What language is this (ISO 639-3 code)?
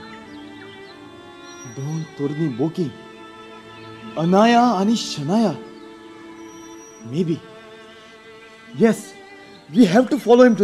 kok